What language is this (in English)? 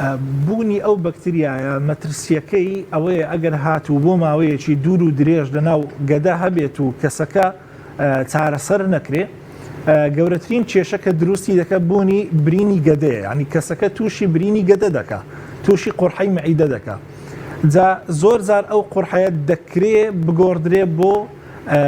Central Kurdish